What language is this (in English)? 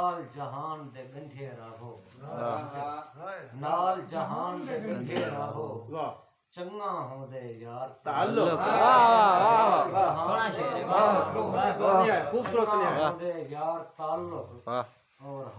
Saraiki